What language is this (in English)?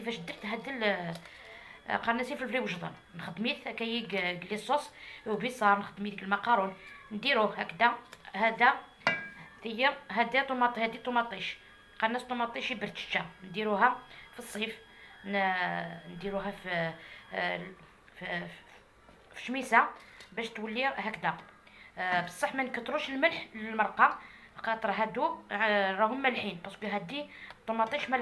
Algerian Arabic